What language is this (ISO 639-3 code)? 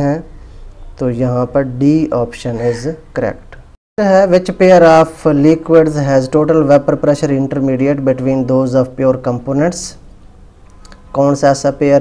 hin